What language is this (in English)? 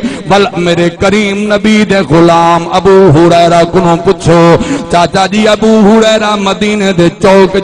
Saraiki